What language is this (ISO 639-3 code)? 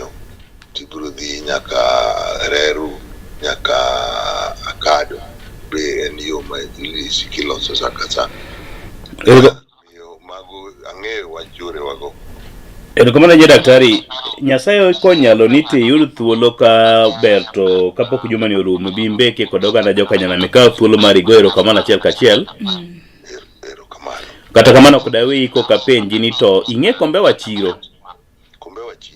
luo